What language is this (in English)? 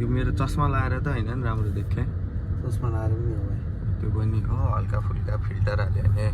Nepali